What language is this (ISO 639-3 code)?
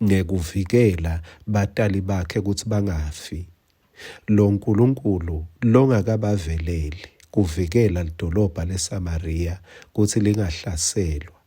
ssw